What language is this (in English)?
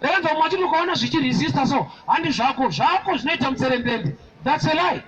Shona